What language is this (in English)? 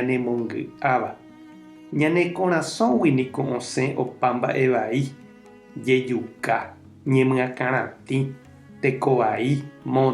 Guarani